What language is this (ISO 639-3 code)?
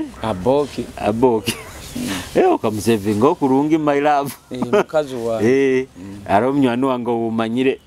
nyo